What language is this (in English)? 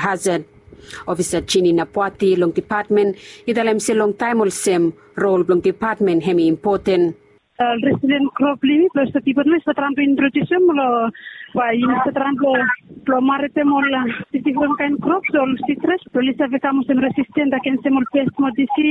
Bislama